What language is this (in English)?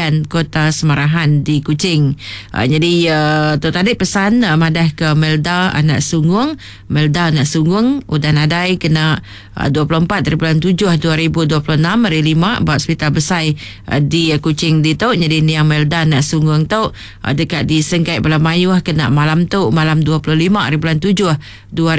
Iban